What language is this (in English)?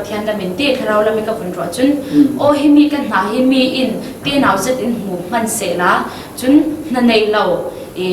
Falam Chin